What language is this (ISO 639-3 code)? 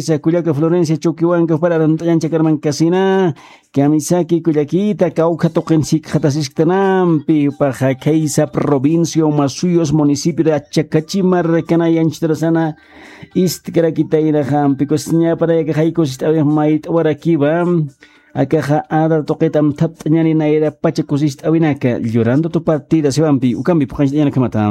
aym